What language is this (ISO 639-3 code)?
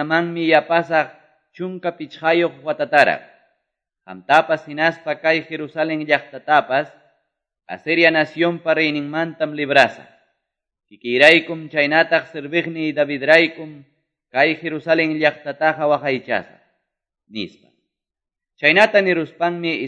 que